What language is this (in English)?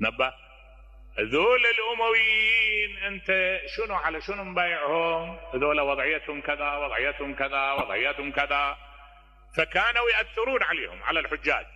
Mesopotamian Arabic